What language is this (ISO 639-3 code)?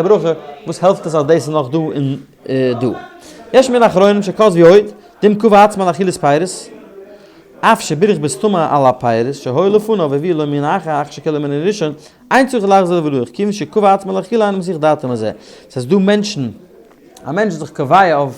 yid